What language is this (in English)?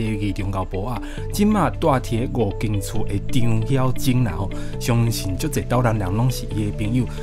Min Nan Chinese